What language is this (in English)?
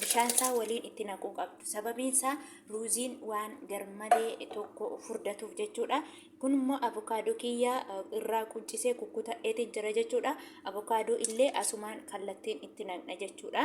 Oromo